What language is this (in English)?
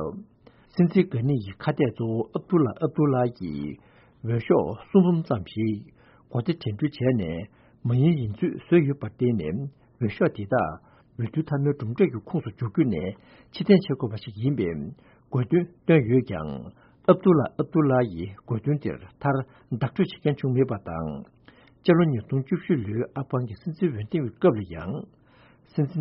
Tibetan